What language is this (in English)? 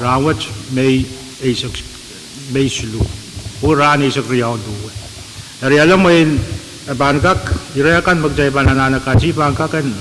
Pohnpeian